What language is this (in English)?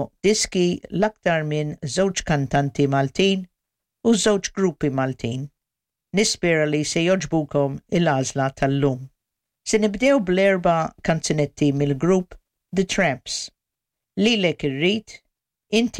Maltese